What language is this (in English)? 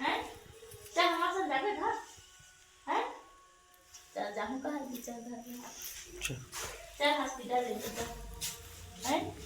Chhattisgarhi